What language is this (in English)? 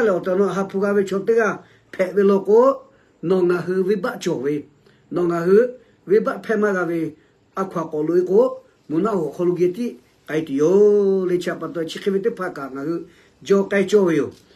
Lahu